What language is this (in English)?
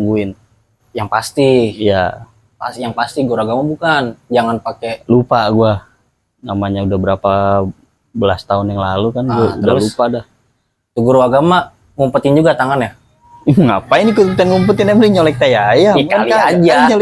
Betawi